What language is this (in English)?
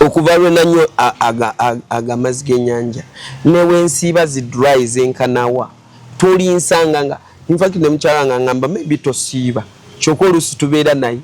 Ganda